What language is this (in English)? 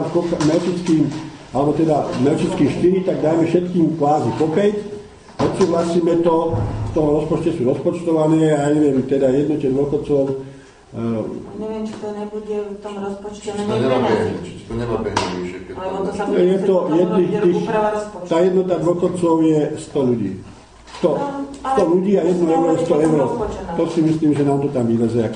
Slovak